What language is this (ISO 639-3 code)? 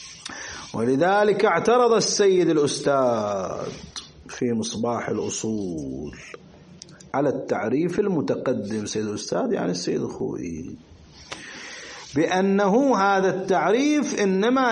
ara